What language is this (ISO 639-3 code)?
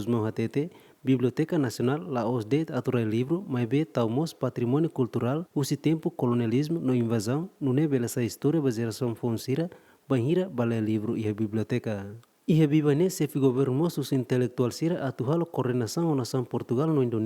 tet